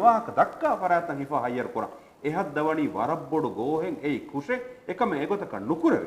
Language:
Divehi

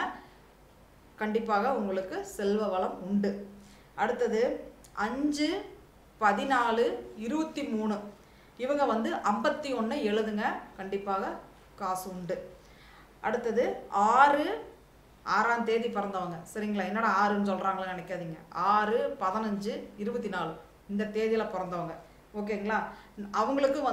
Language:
Tamil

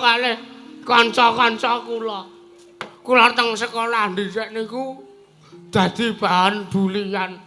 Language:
Javanese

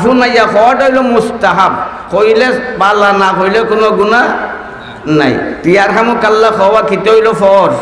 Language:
Sylheti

